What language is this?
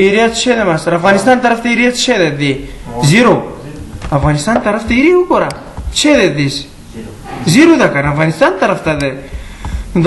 Pashto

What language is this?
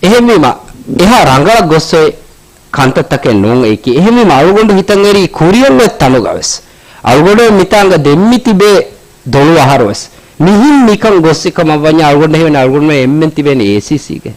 Divehi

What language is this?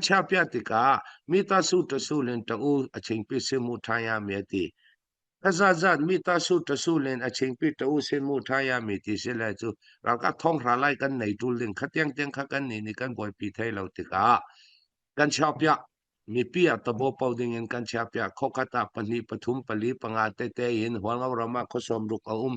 Falam Chin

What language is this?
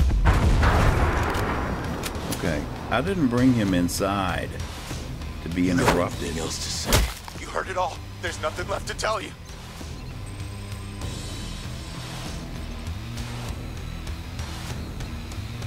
English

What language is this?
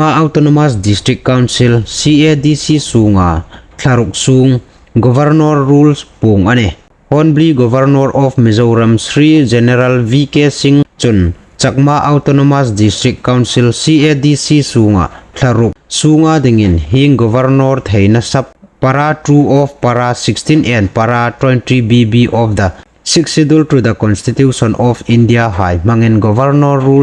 Hmar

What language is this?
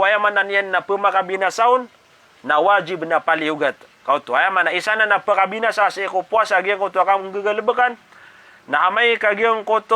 Maranao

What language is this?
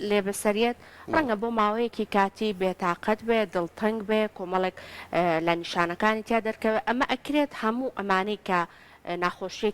Central Kurdish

